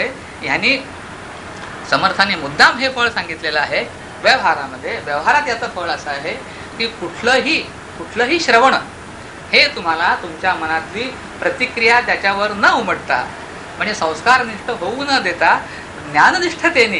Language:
Marathi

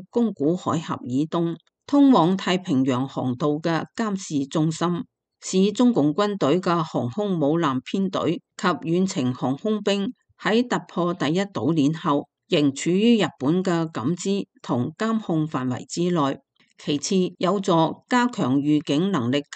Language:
Cantonese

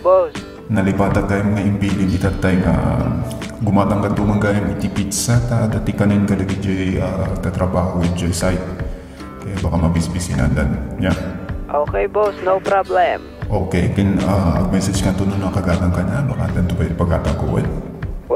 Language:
Iloko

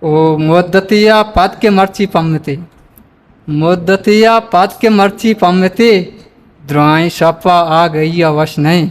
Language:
Eastern Balochi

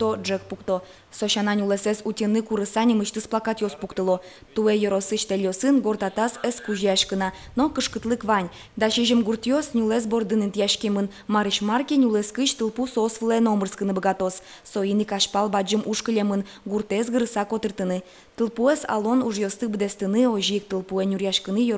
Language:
Udmurt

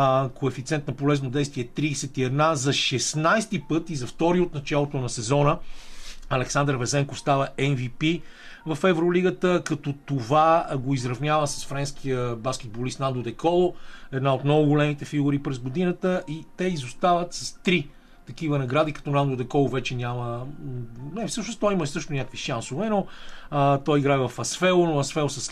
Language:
Bulgarian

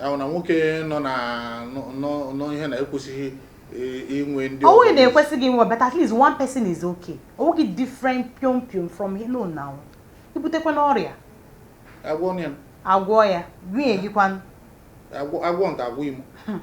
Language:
Igbo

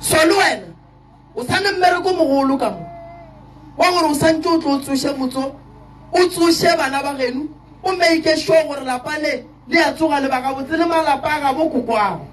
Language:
Northern Sotho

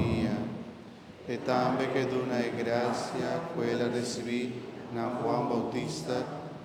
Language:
Papiamento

